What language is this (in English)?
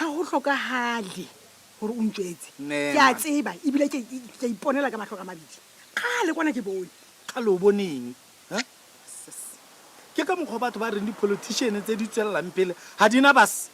Tswana